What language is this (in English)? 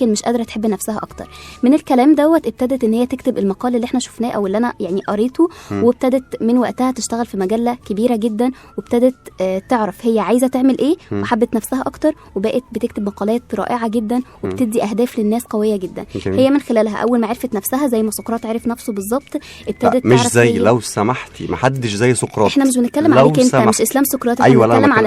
Egyptian Arabic